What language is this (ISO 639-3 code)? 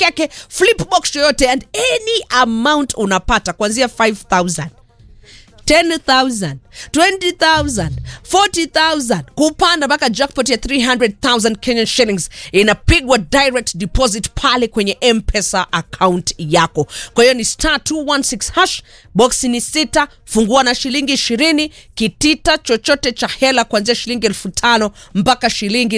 swa